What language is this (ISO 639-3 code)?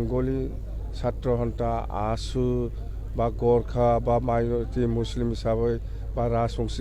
brx